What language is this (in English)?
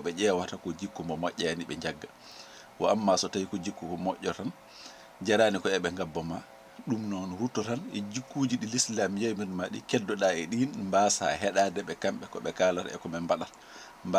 Fula